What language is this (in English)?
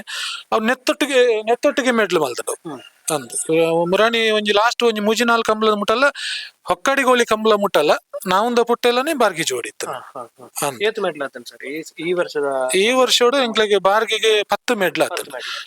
Tulu